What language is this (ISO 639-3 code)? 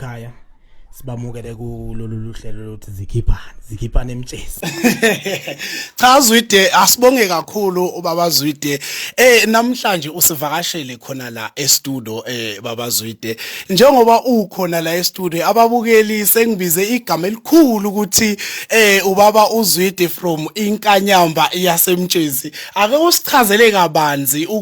zul